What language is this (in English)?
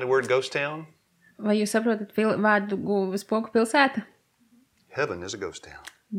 Latvian